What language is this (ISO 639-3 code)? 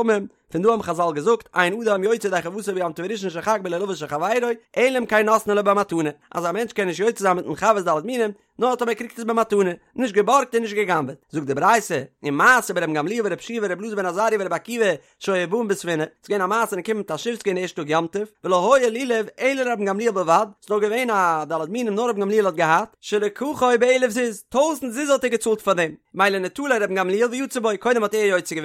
yid